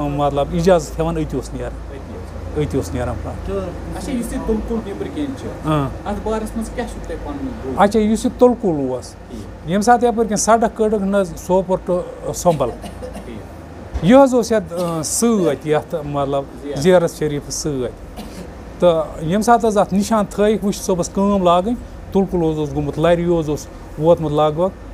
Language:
Kashmiri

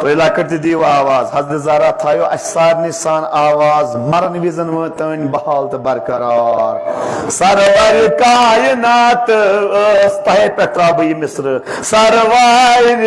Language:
Kashmiri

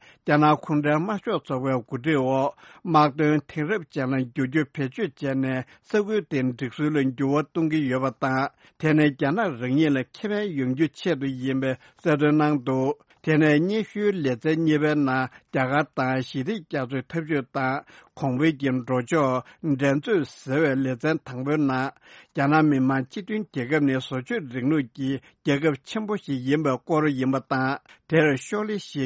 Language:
Tibetan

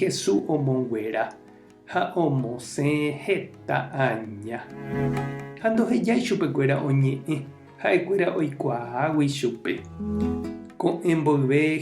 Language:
Guarani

